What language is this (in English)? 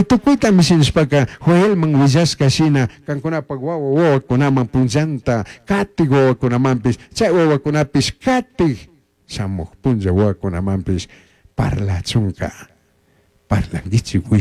Chimborazo Highland Quichua